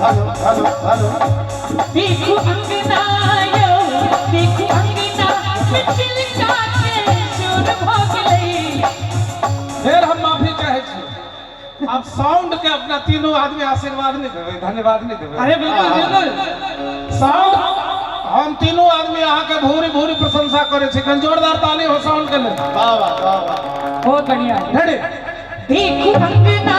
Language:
Maithili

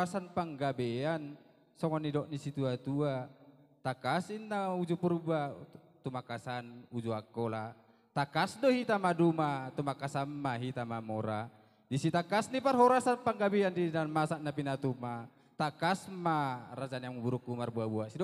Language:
Batak Toba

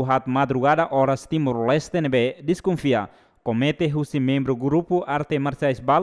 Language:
Tetum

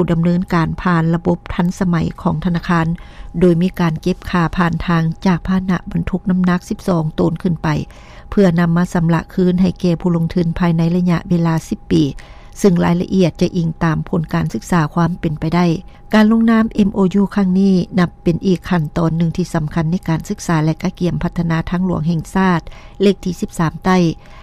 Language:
Lao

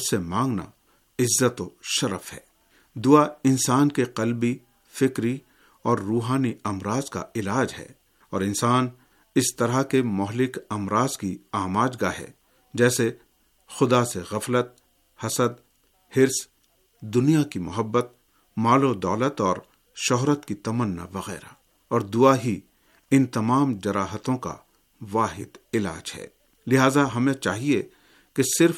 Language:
Urdu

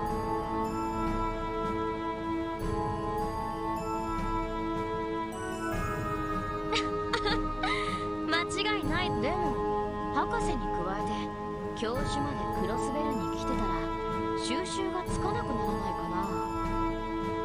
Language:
Japanese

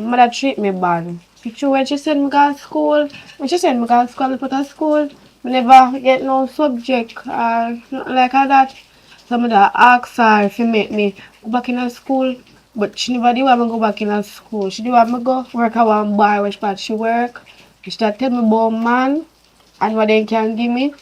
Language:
Jamaican Creole English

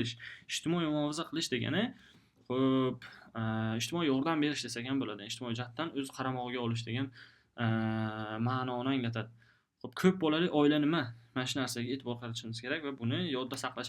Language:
Uzbek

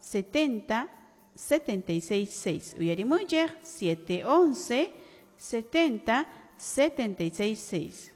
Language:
Quechua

